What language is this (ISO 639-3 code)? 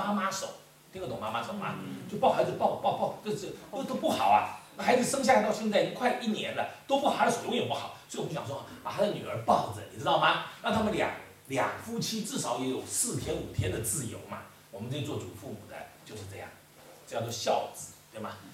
zho